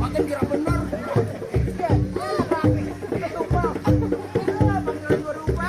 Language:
Betawi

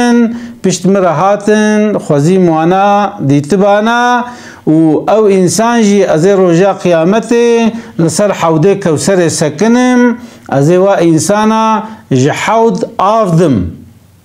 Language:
Kurdish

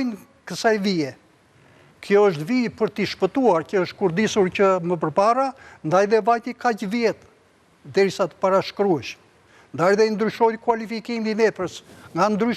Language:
Albanian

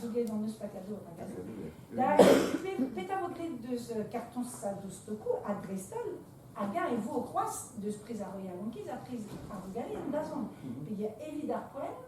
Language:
Breton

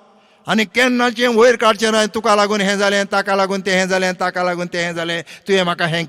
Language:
Konkani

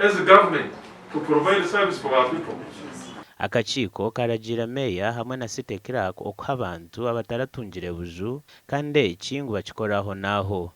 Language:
Nyankole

